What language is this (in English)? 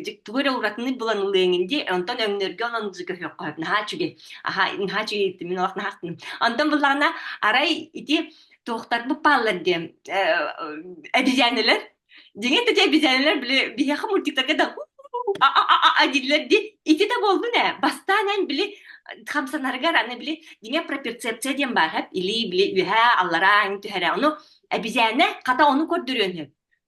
Yakut